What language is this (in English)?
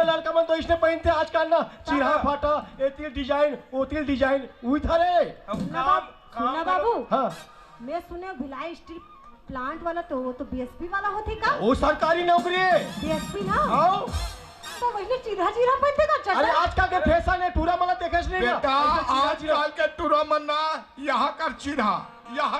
Chhattisgarhi